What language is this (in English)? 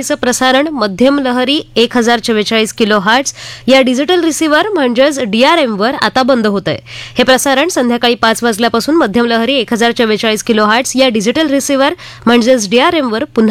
Marathi